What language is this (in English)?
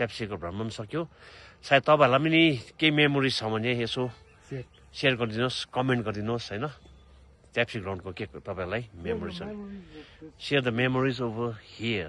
Nepali